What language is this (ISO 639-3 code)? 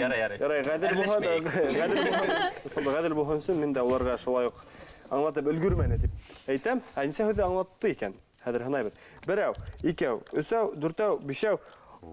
bak